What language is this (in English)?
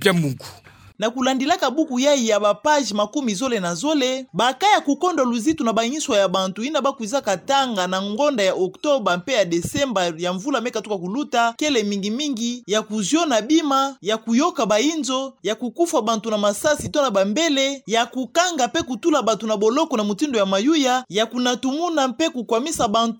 Kituba (Democratic Republic of Congo)